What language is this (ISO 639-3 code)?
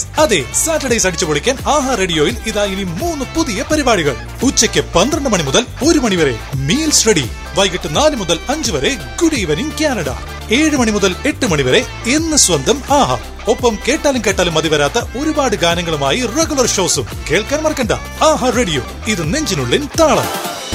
mal